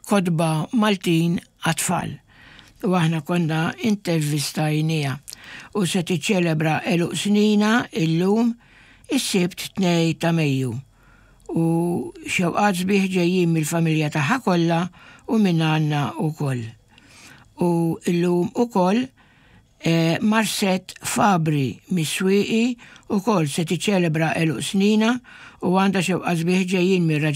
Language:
Maltese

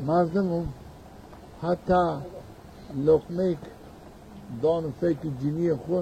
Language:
Zaza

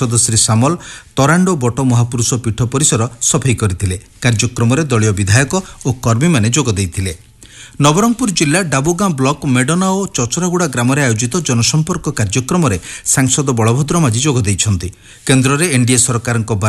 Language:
Odia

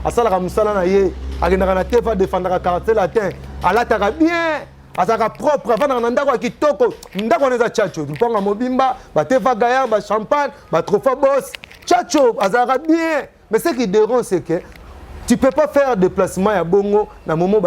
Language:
Lingala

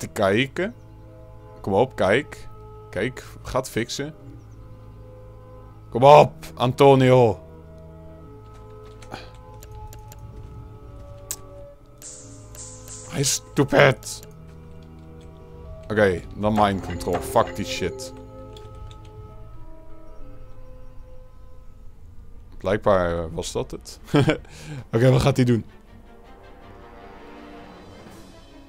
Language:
Dutch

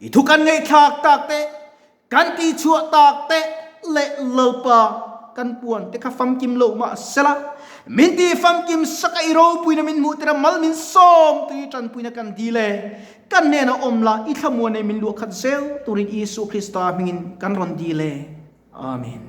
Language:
Mizo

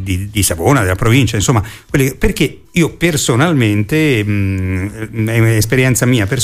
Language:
Italian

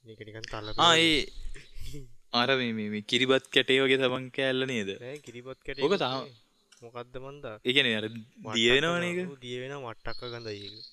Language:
Sinhala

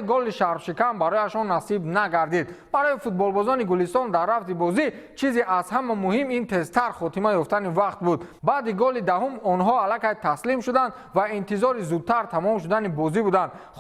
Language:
Tajik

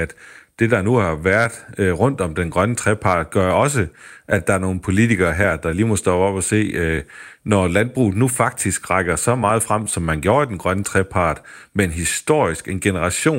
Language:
Danish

